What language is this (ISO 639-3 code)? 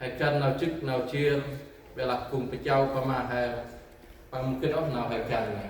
cmo